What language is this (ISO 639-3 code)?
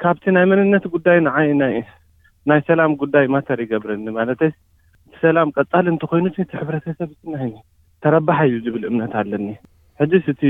tir